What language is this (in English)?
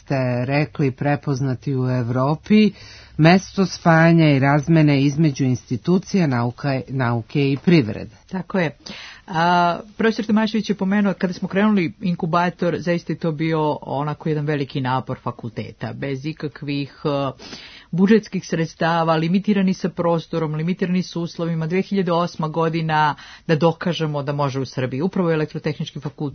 Serbian